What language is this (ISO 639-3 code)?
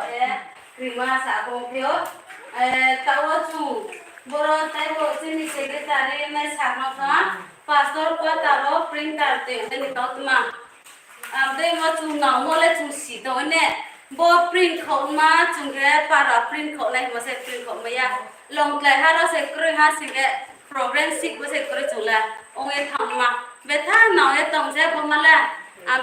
ria